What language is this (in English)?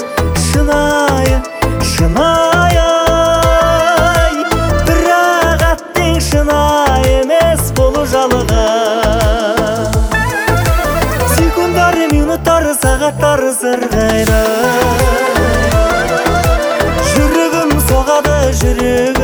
Kazakh